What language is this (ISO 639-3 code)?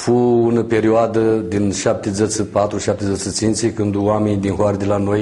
rup